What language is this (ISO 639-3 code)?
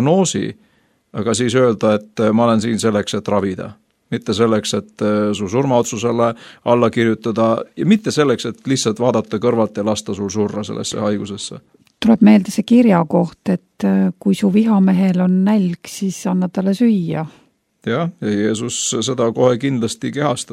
est